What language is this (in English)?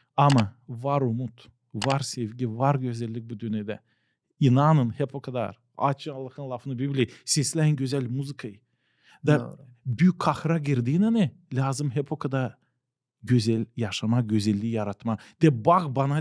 Gagauz